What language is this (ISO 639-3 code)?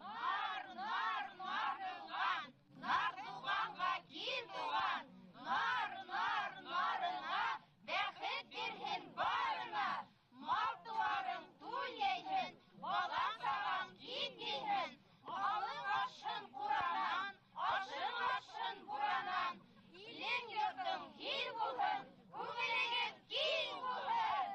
bak